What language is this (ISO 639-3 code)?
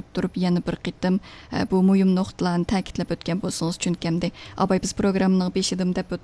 uig